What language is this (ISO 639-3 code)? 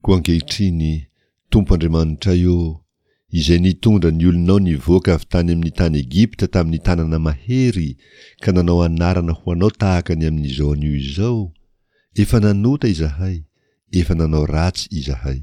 mlg